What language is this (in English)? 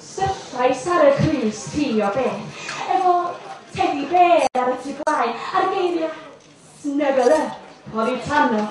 Welsh